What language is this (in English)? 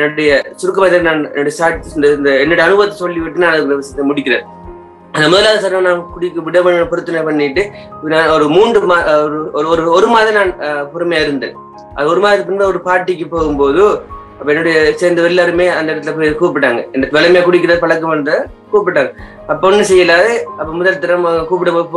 Tamil